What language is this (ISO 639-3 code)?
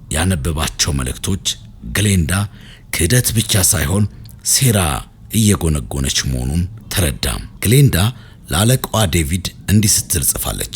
amh